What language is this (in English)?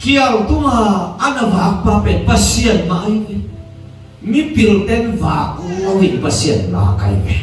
Tedim Chin